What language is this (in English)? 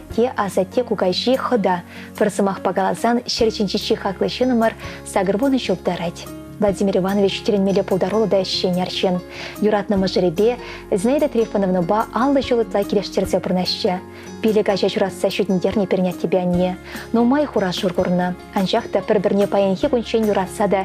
Chuvash